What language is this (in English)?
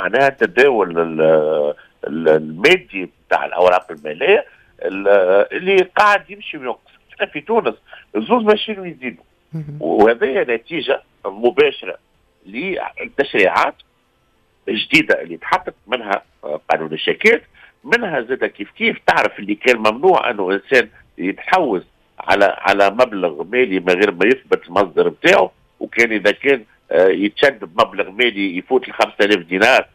Tunisian Arabic